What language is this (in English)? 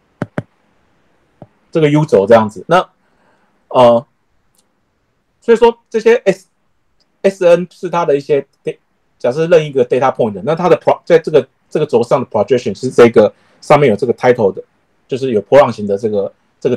Chinese